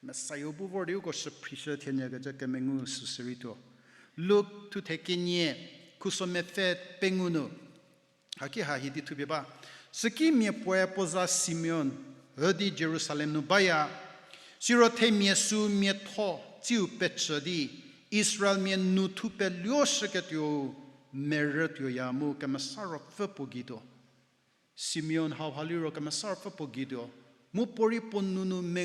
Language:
Angami Naga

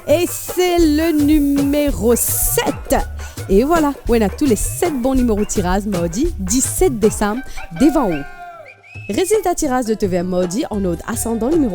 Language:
Morisyen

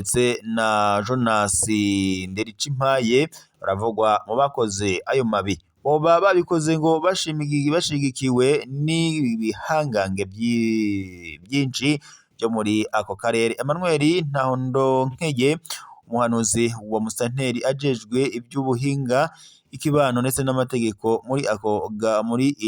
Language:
Rundi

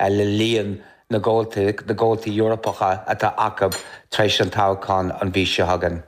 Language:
Irish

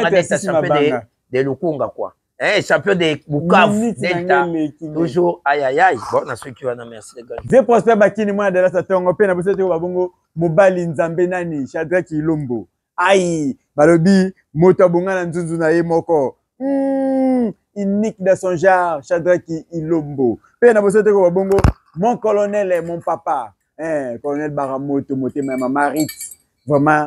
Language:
Lingala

